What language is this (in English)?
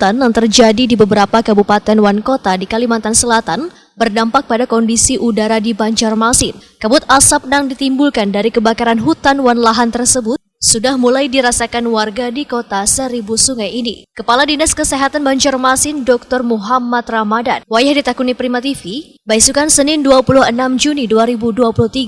Banjar